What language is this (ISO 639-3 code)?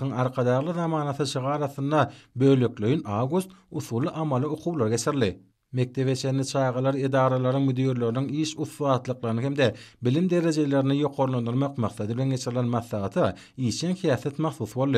tuk